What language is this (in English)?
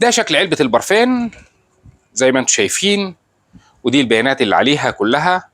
Egyptian Arabic